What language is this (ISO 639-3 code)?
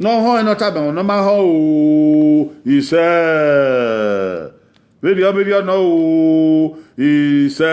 bin